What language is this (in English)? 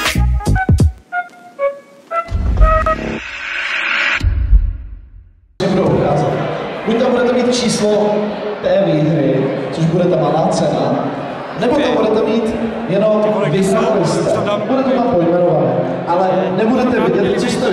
Czech